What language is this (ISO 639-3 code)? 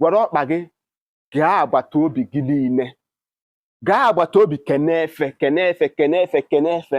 ibo